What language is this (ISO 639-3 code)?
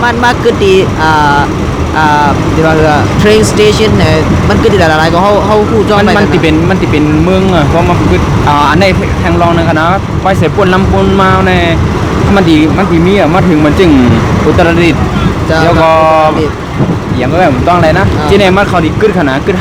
shn